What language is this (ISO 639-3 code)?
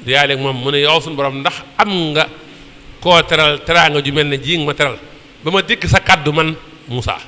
wol